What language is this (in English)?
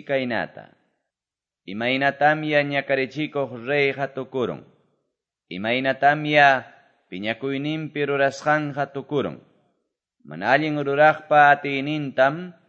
Quechua